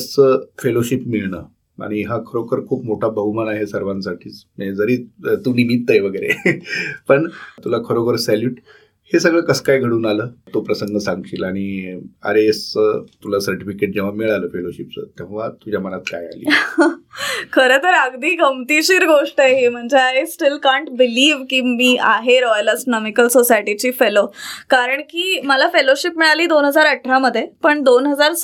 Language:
Marathi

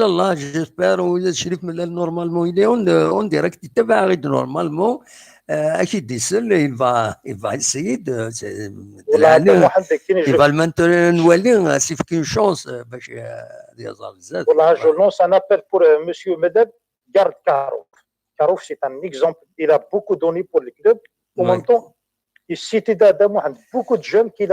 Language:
Kabyle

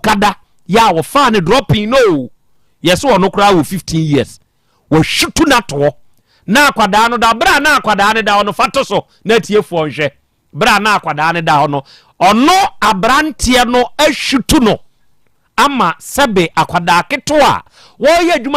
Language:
Akan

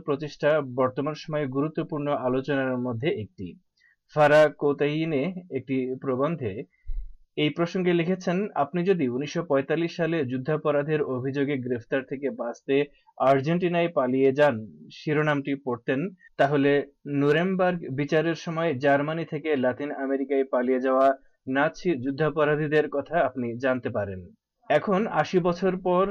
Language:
Bangla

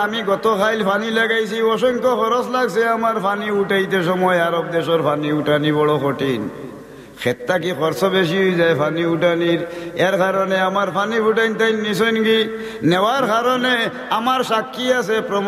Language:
Sylheti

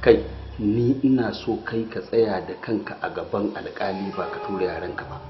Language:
Hausa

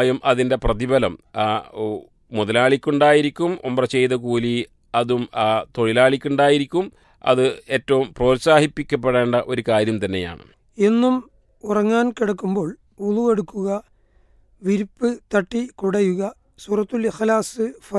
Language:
Malayalam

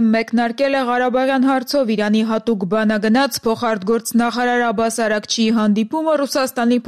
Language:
Armenian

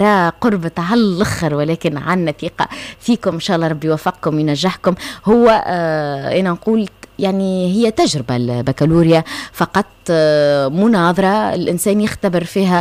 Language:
Tunisian Arabic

